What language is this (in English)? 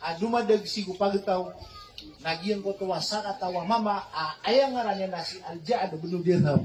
Maranao